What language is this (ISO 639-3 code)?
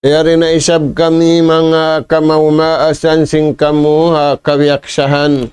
tsg